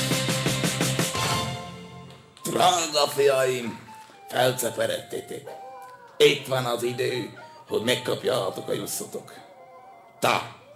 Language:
Hungarian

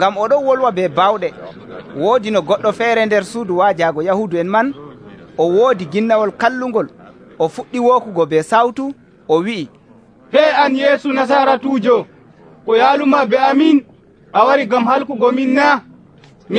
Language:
Nigerian Fulfulde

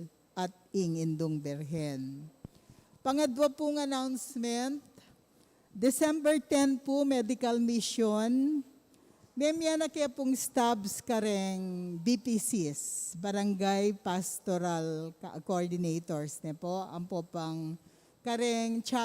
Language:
Pampanga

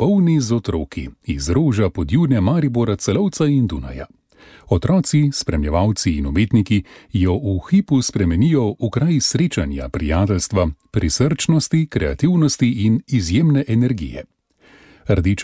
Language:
Slovenian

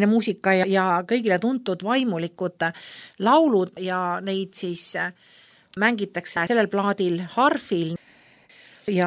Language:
Estonian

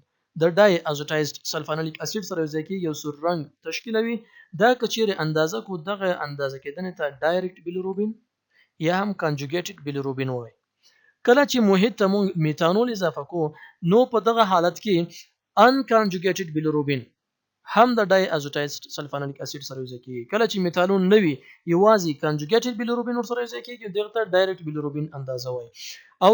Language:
Pashto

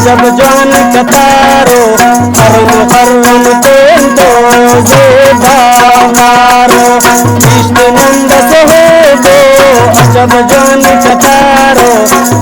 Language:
Brahui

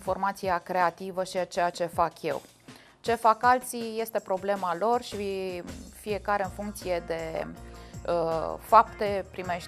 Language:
Romanian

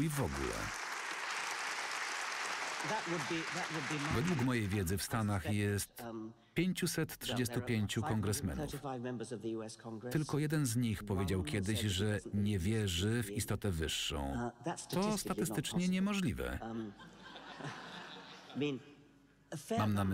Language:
Polish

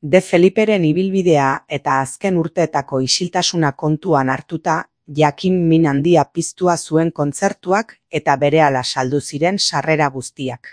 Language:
Basque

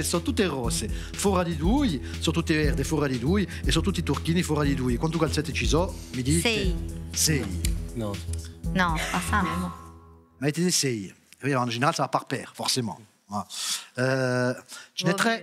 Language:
Corsican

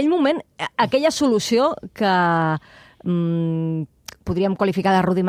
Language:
Catalan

